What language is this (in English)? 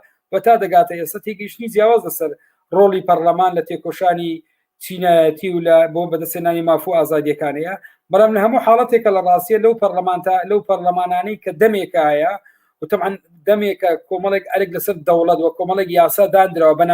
Central Kurdish